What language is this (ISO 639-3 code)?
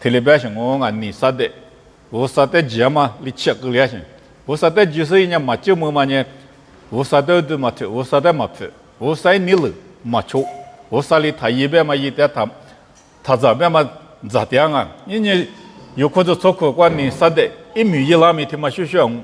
lis